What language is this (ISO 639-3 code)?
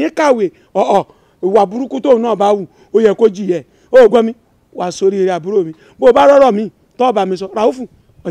yor